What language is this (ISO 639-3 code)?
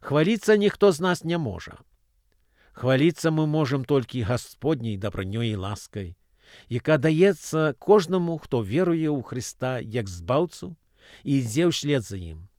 bel